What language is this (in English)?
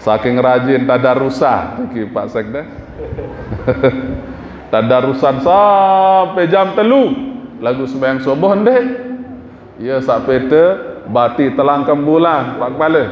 Sasak